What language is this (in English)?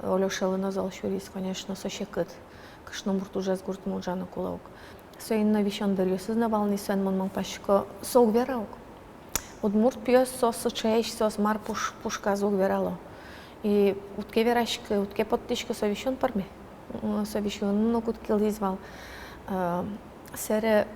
Udmurt